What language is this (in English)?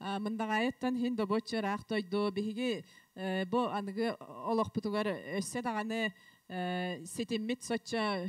Yakut